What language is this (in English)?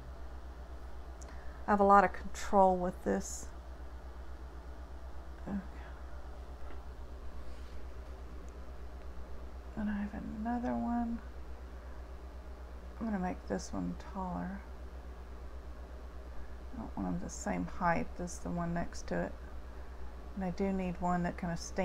English